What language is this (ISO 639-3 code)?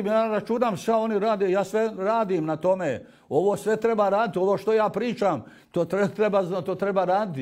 bos